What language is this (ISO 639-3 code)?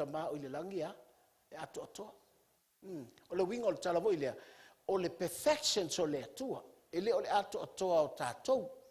smo